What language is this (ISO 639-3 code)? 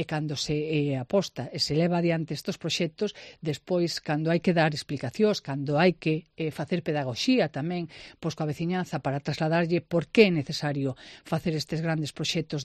glg